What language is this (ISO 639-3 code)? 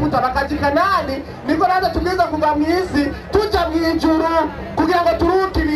run